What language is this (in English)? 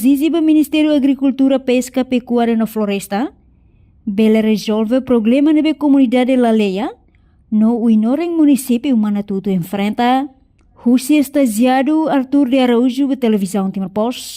Tetum